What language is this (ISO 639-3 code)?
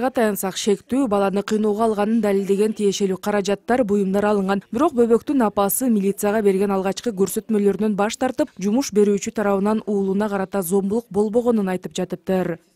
kir